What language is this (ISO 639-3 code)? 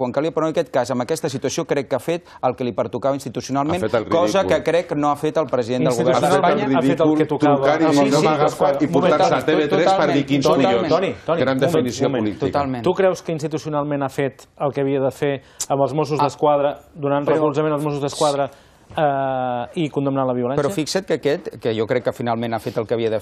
cat